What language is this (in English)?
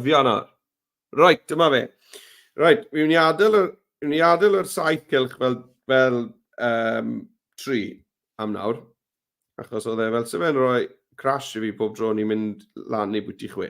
Welsh